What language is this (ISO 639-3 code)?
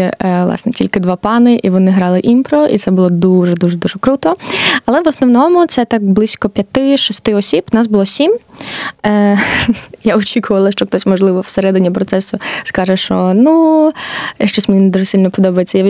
ukr